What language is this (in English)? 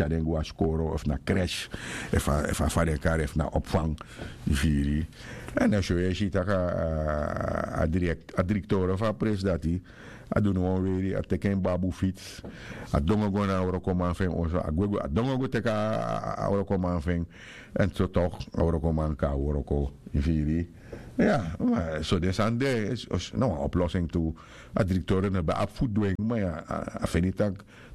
Sranan Tongo